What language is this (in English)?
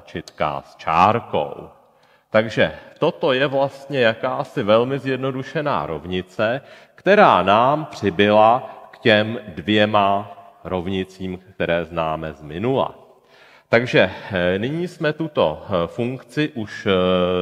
Czech